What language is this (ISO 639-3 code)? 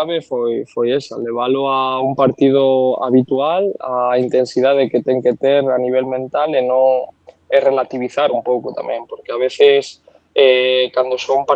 glg